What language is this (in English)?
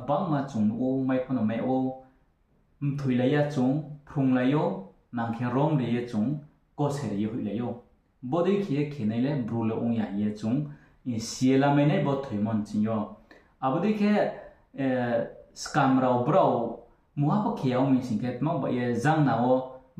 Riang (India)